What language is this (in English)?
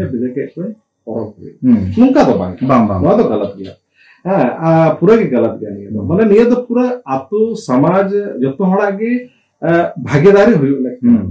Santali